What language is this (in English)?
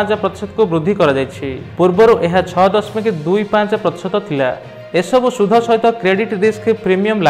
Odia